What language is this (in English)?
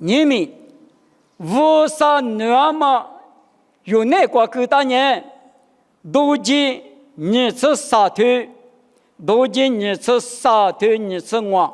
Lisu